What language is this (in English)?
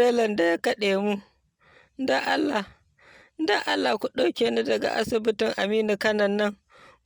Hausa